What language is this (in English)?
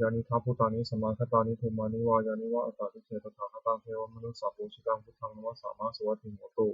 Pali